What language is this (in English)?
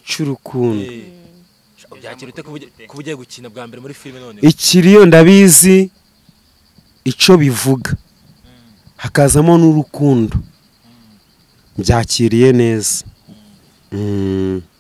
Kinyarwanda